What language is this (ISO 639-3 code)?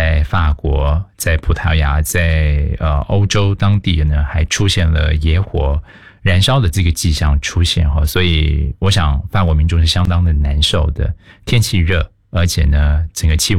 zho